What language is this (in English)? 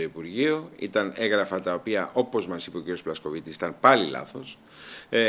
Greek